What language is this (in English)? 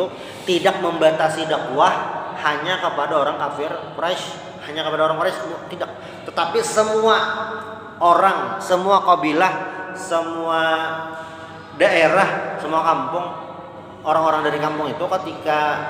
Indonesian